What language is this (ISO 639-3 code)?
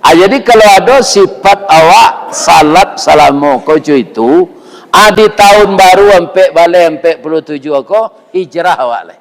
min